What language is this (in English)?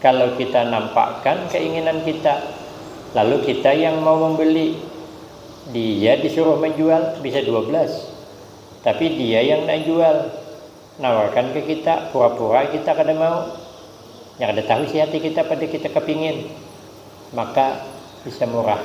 Banjar